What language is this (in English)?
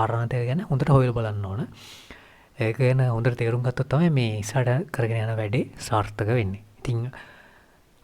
Sinhala